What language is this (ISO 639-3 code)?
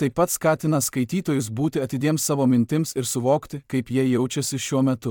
lit